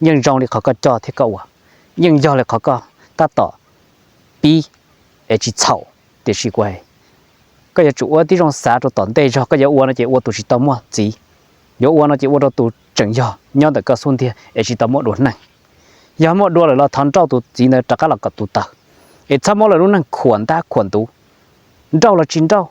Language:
Hmong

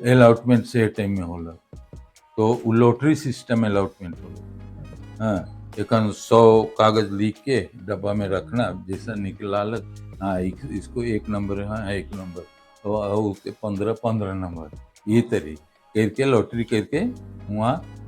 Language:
Sadri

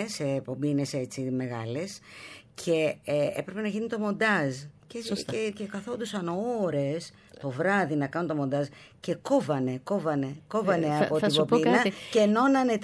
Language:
Greek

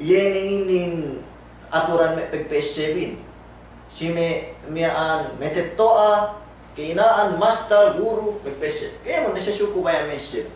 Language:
Yakan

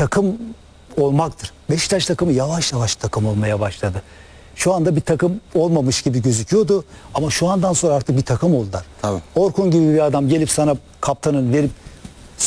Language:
Turkish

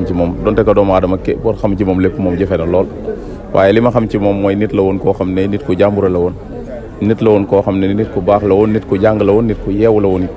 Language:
Wolof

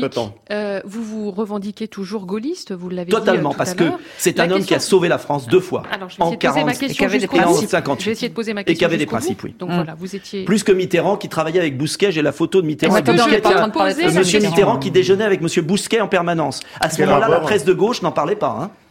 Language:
French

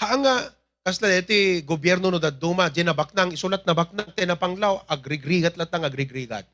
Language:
Iloko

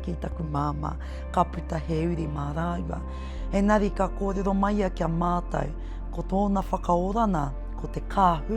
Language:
Māori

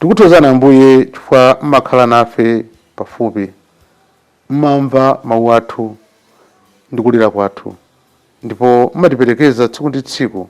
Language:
Nyanja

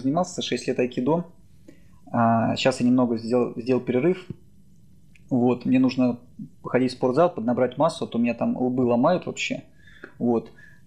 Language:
Russian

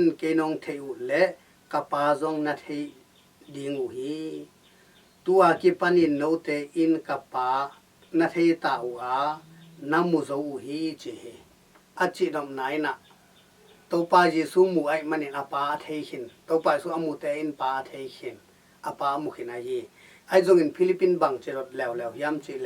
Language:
Tedim Chin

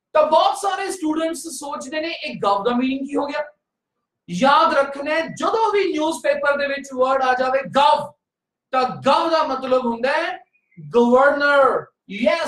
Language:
Punjabi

